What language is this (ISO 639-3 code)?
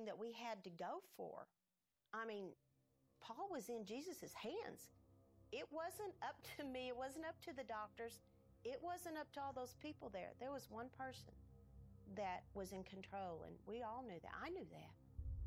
eng